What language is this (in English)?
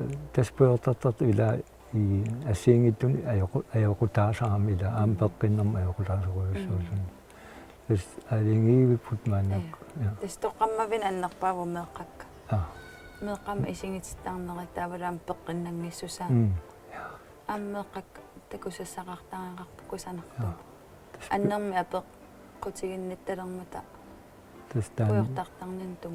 Kalaallisut